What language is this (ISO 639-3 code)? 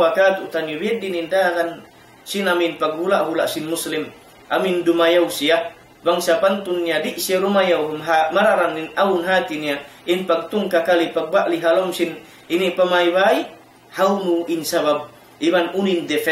tsg